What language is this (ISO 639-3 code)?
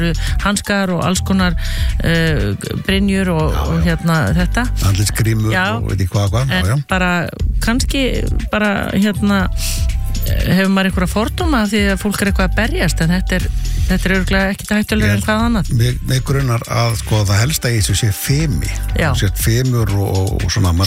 isl